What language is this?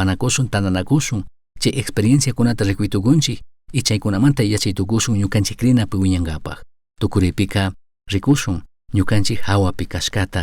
Chimborazo Highland Quichua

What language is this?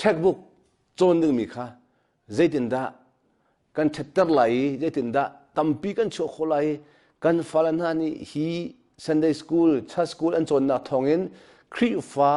Hakha Chin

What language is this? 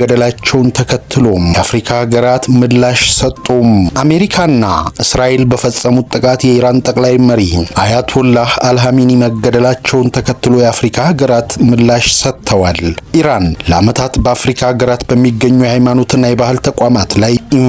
Amharic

